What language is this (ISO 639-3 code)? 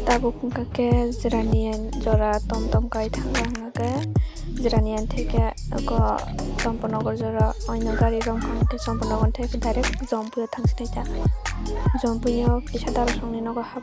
trp